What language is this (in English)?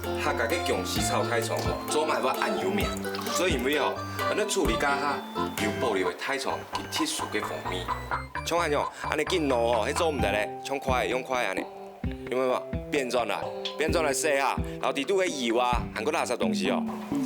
Hakka Chinese